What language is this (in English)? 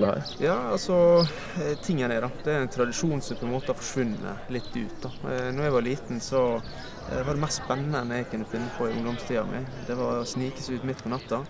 Norwegian